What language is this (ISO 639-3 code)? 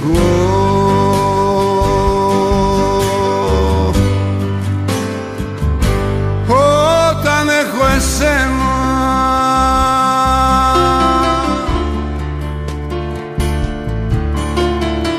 ell